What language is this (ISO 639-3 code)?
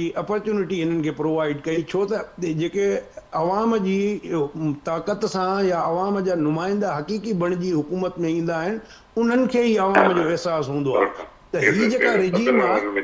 snd